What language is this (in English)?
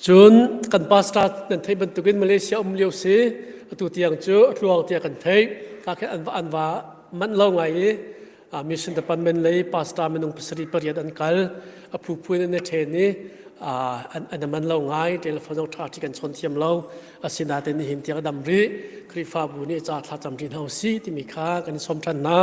Hakha Chin